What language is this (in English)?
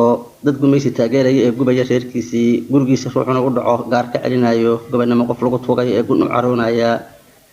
Somali